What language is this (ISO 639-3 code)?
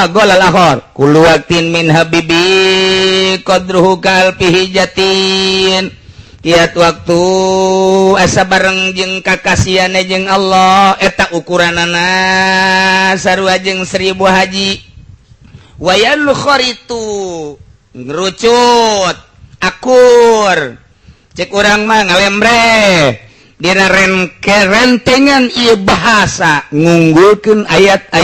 sun